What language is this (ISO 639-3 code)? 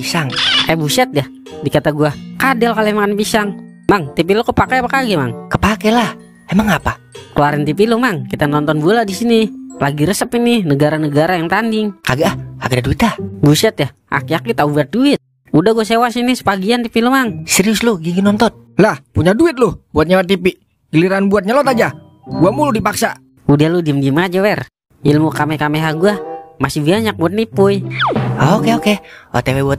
bew